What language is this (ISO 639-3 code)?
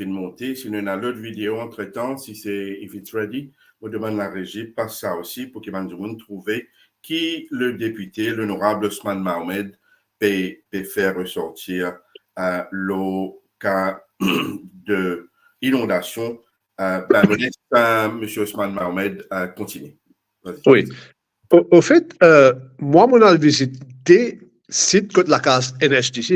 mfe